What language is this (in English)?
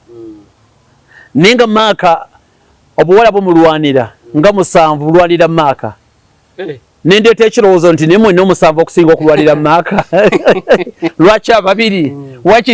Ganda